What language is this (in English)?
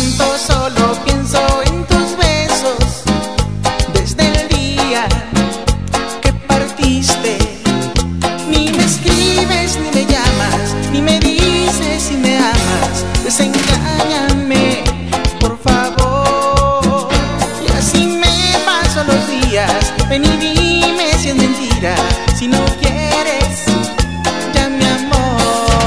Spanish